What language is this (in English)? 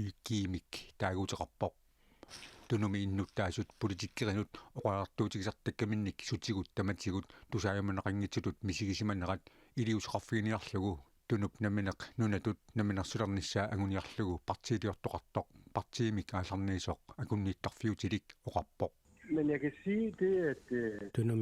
Kalaallisut